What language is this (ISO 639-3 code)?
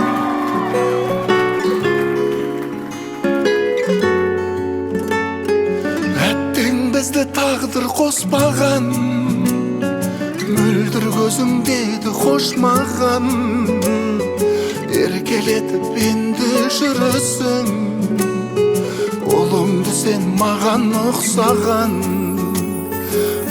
kaz